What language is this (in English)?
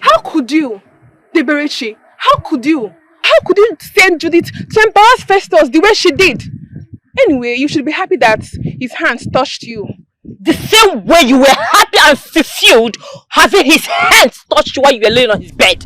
Nigerian Pidgin